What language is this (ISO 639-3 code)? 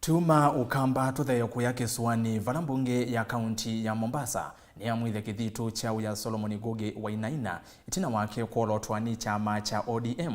kam